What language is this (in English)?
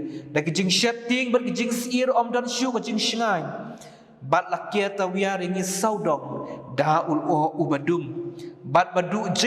Khasi